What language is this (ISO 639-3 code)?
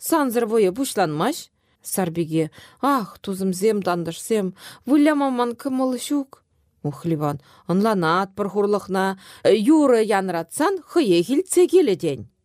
chv